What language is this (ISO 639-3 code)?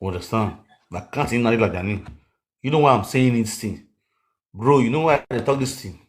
pcm